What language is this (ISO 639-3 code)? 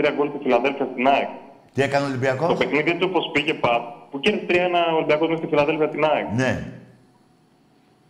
ell